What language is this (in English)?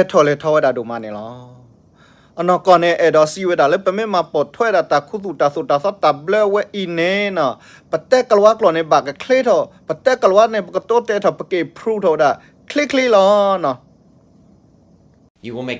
S'gaw Karen